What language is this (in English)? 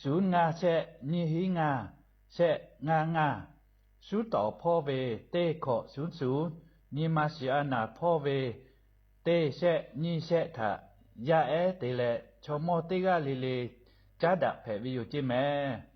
Lahu